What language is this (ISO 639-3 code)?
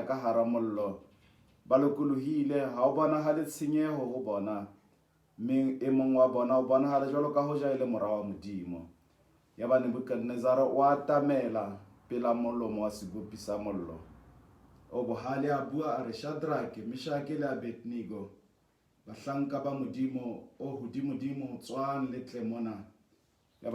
sot